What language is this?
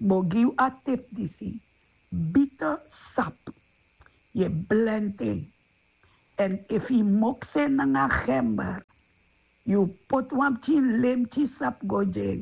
Sranan Tongo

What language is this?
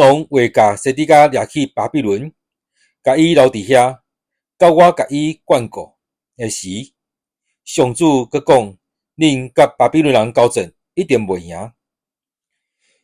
Min Nan Chinese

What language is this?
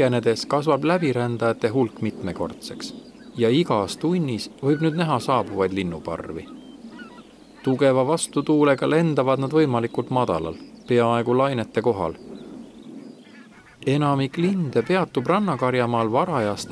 Estonian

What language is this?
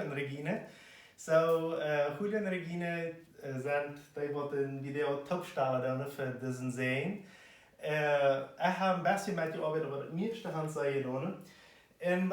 Plautdietsch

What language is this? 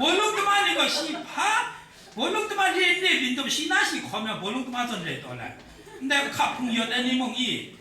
Kachin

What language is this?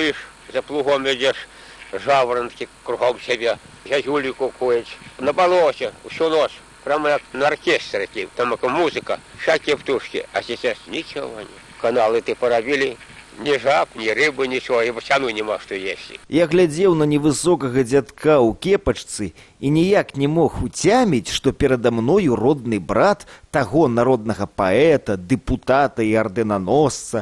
Belarusian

